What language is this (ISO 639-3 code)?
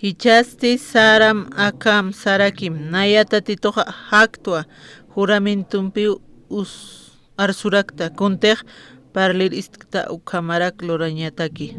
aym